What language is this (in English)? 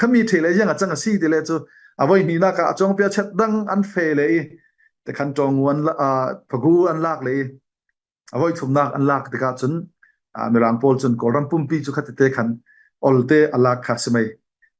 Falam Chin